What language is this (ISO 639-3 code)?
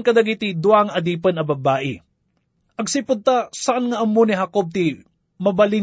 ilo